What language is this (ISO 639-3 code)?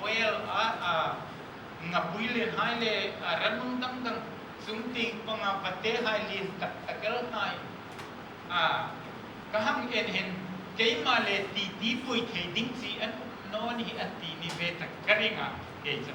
hmr